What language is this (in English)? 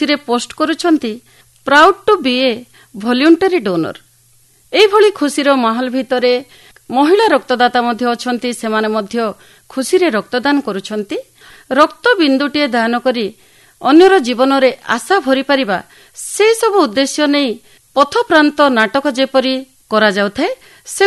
Odia